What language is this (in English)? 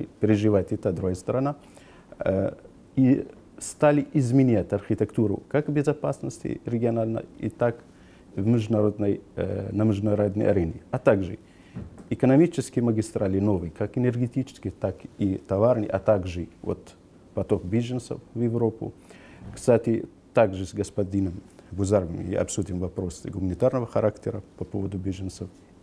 Russian